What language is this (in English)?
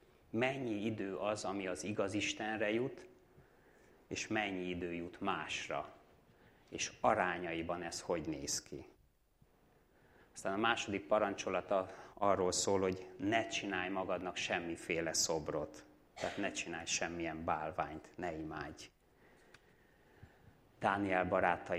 Hungarian